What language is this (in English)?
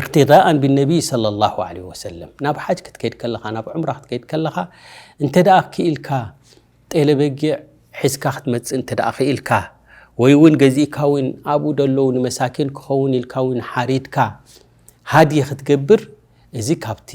Tigrinya